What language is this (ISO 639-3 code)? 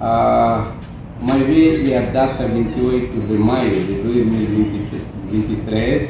tet